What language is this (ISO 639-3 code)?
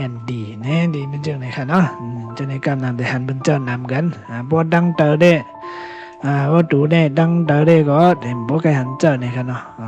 shn